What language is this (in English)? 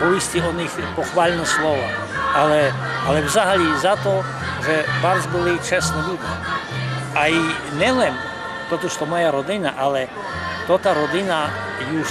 Rusyn